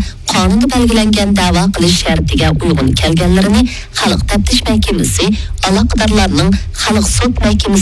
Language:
Uyghur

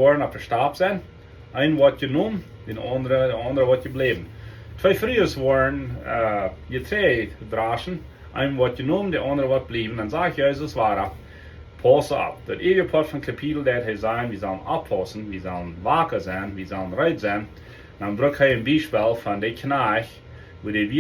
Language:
Plautdietsch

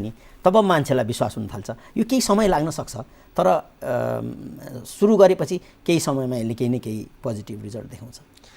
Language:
Nepali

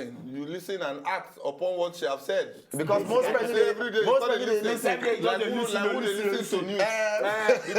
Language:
Nigerian Pidgin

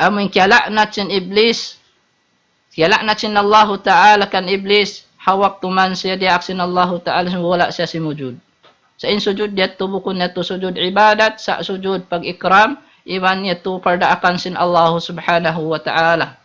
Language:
Tausug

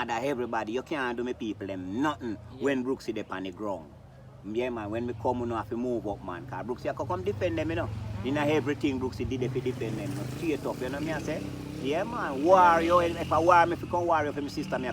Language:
Jamaican Creole English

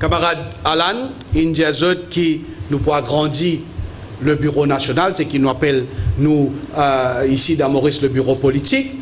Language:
Morisyen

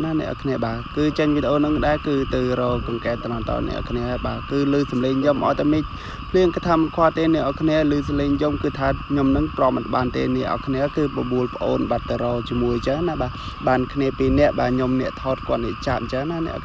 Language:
Khmer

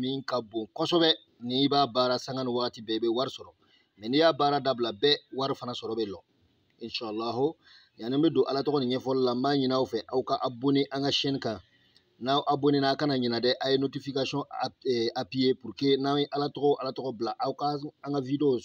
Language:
Bambara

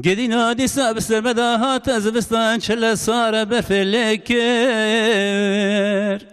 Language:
Kurdish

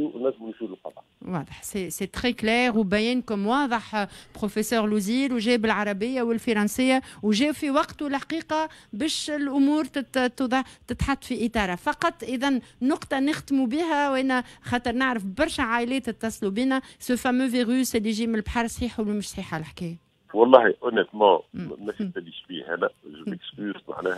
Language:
Tunisian Arabic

